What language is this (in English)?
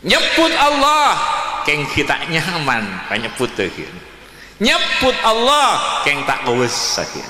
Madurese